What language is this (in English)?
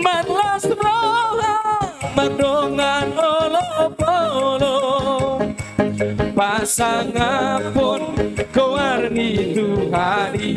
Batak Toba